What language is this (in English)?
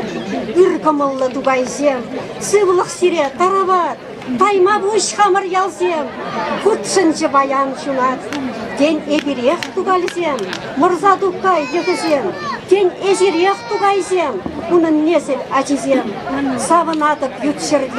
Chuvash